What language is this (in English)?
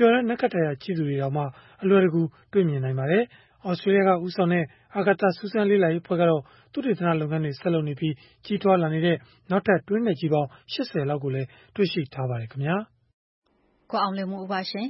Burmese